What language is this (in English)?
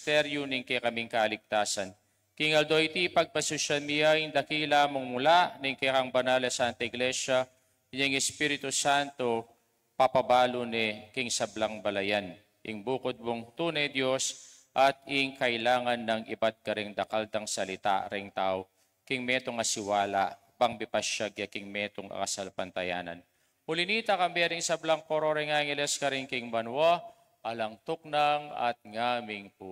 Pampanga